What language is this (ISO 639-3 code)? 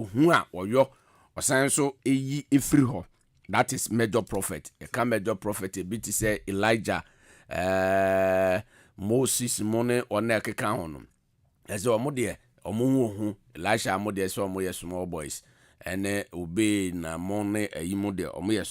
aka